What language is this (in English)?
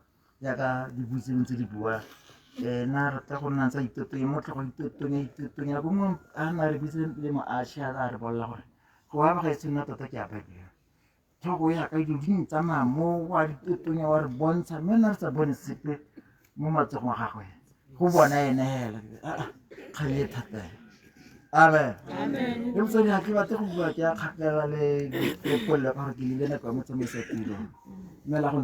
Tswana